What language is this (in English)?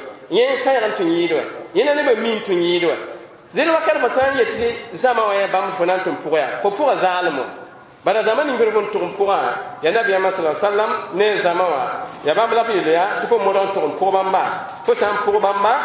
Mossi